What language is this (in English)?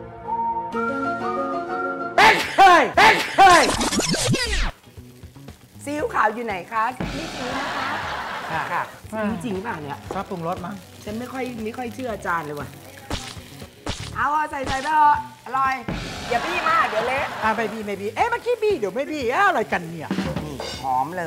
Thai